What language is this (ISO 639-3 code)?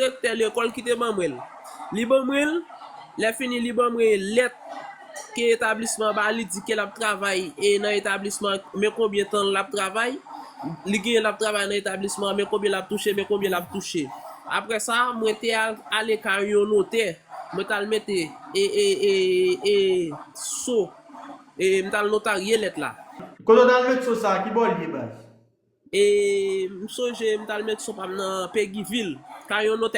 hat